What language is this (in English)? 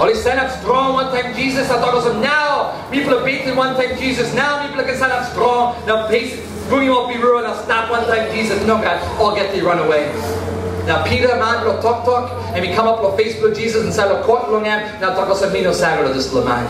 Tok Pisin